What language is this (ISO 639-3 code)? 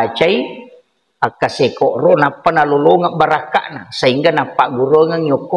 bug